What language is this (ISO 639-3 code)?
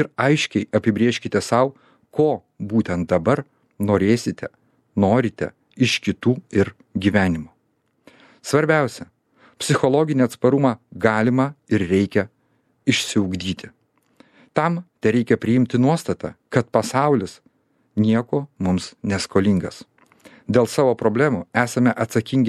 lit